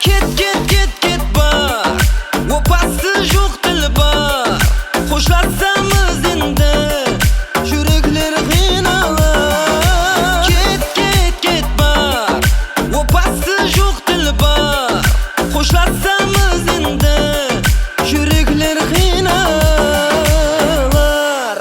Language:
Kara-Kalpak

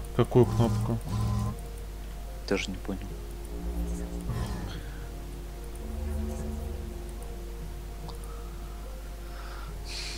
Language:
Russian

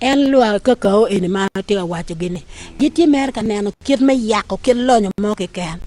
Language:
Acoli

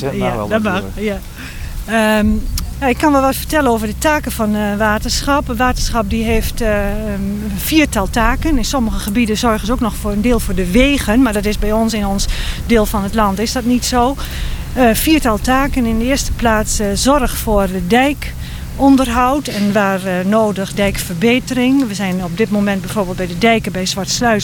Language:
Dutch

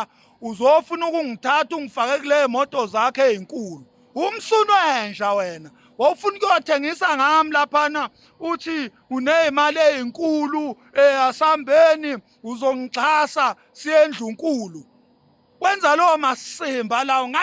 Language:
Zulu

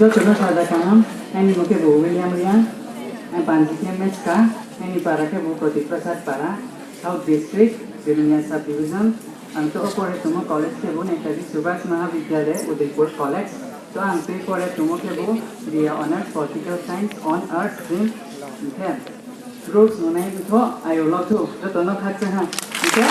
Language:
Riang (India)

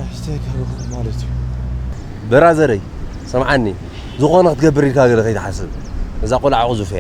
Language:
Tigrinya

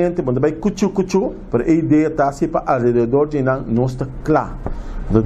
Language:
Papiamento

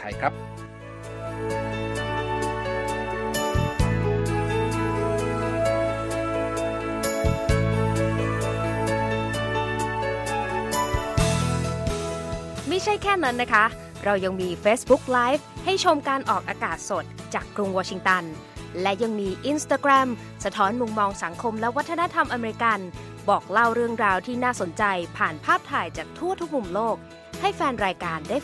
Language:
Thai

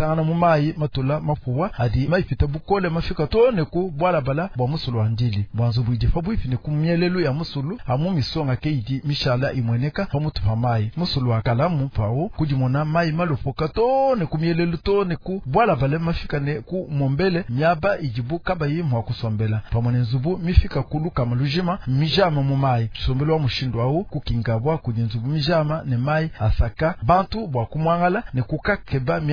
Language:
Luba-Lulua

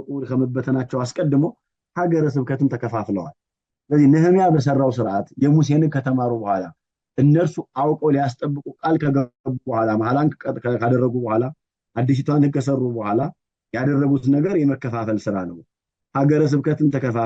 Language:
Amharic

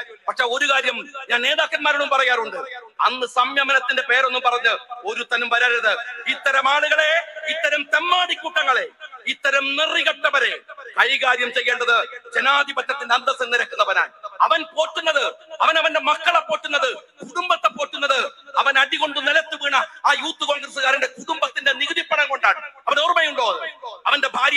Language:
Malayalam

